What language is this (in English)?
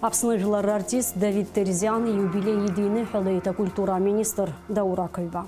Abkhazian